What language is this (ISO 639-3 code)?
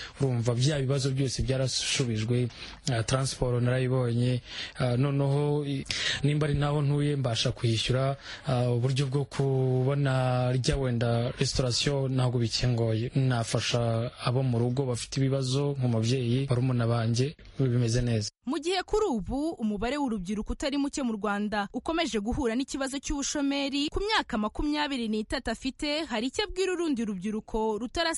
kin